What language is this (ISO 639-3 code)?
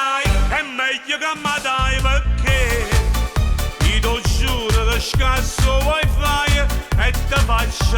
nap